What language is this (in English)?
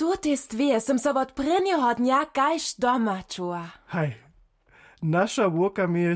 Upper Sorbian